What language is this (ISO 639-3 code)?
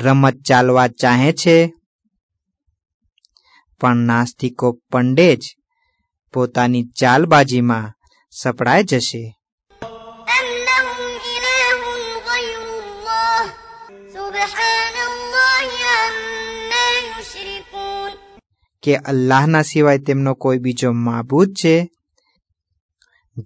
guj